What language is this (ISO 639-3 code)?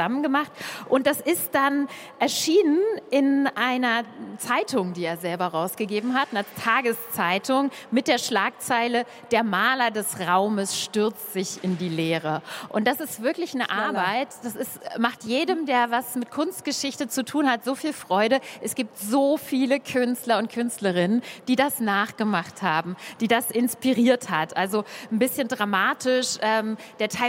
deu